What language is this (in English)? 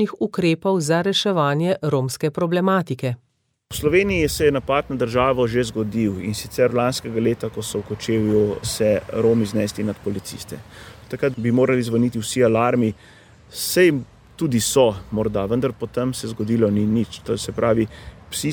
Slovenian